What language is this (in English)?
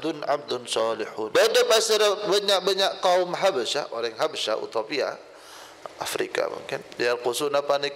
Madurese